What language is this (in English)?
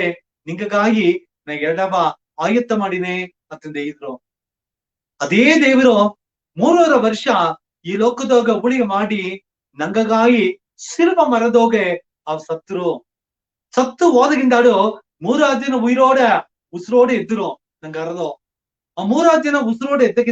Badaga